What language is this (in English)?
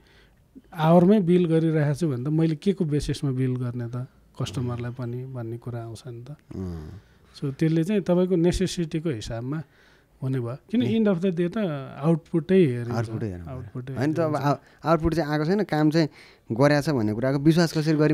Nepali